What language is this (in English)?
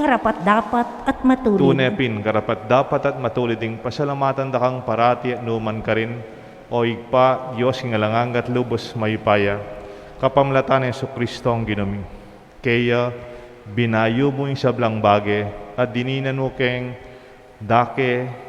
Pampanga